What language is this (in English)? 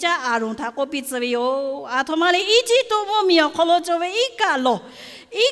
Lahu